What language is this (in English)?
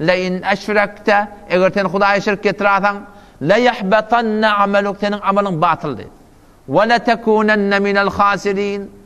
Turkmen